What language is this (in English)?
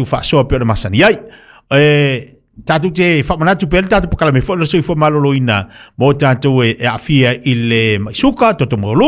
Samoan